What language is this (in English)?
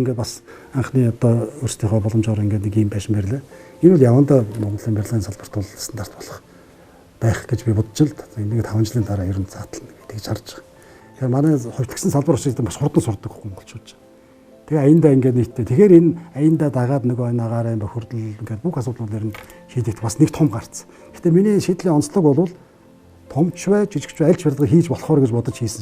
Mongolian